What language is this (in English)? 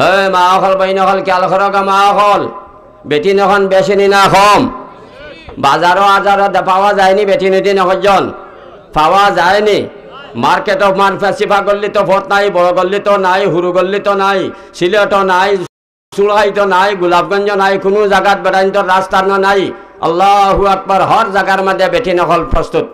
Sylheti